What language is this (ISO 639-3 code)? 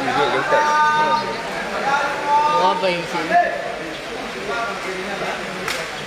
mya